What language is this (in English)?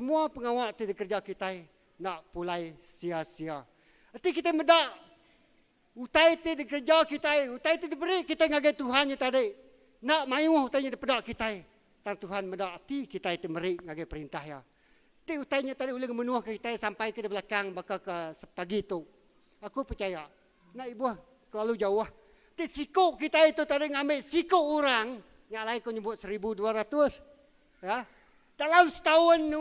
Iban